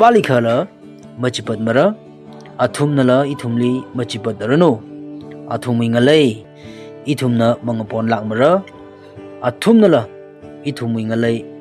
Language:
Tangkhul Naga (India)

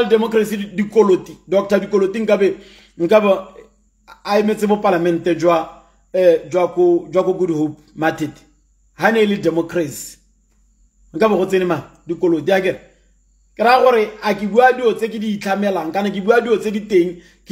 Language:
Tswana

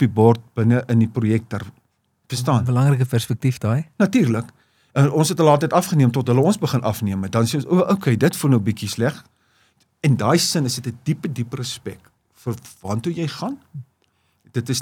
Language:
Afrikaans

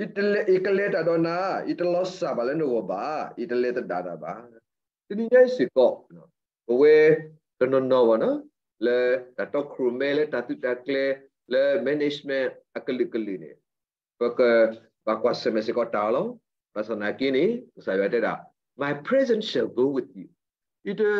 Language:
S'gaw Karen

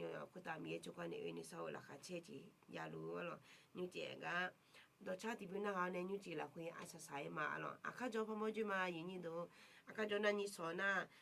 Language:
Akha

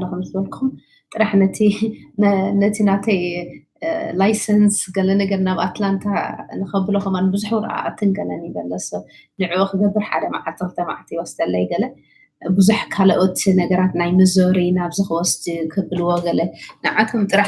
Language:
Tigrinya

